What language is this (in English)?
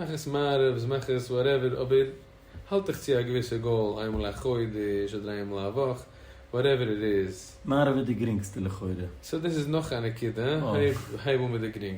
Yiddish